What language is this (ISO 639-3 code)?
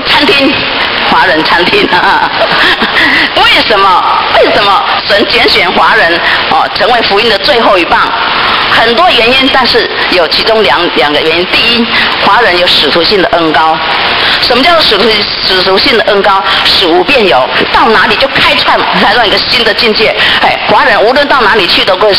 zho